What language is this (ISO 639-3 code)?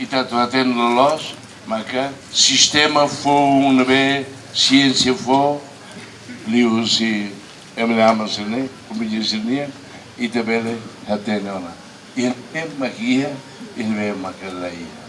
tet